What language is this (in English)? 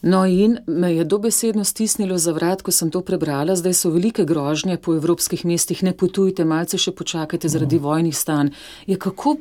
Slovenian